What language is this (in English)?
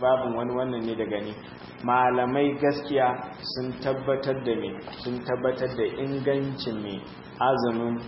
Hausa